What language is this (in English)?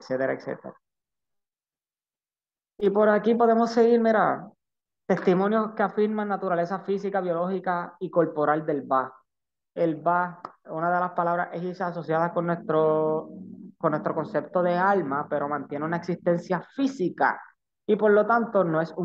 Spanish